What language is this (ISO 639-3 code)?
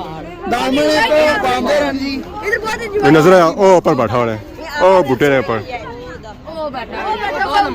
phr